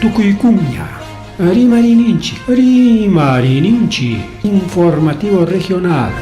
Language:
Ayacucho Quechua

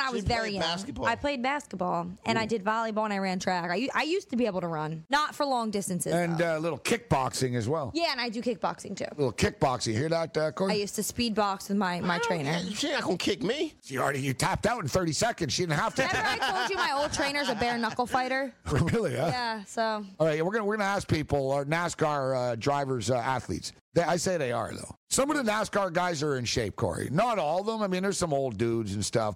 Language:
English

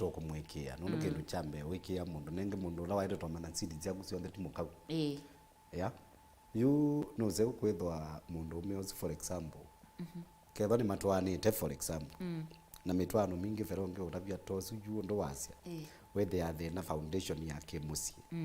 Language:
Kamba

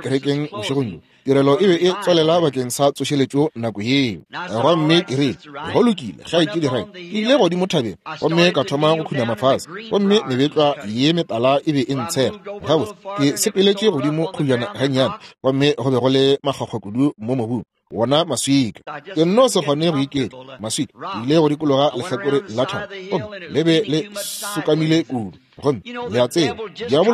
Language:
Northern Sotho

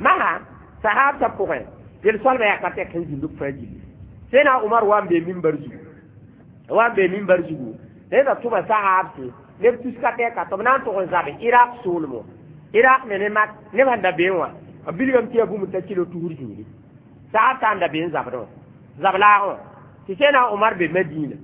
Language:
Mossi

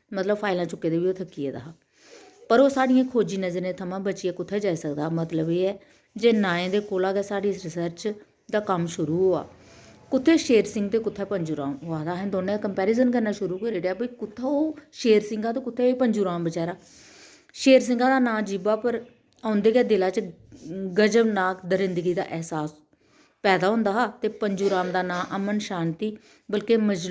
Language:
Dogri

